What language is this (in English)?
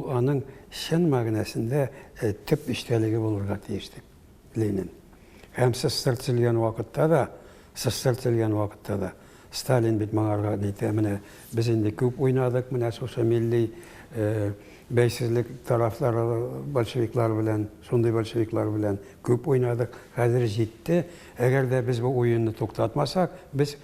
Tatar